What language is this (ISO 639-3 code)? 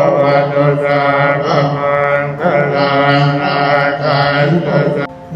pli